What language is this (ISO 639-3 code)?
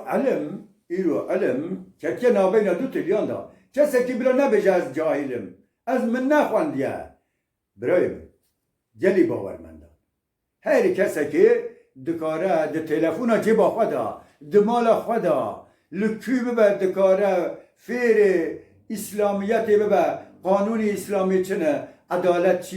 kur